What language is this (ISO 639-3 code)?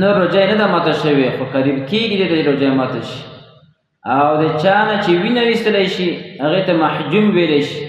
pus